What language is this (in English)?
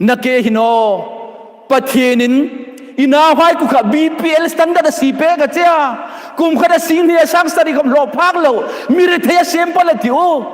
Hmar